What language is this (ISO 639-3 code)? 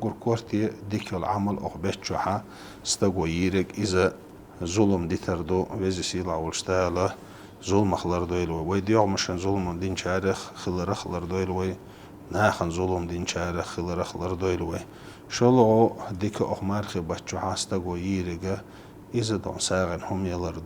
che